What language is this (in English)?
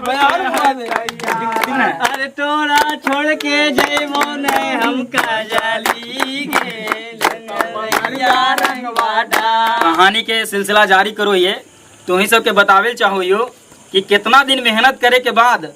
Magahi